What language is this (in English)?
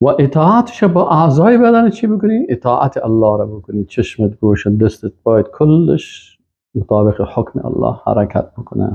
Persian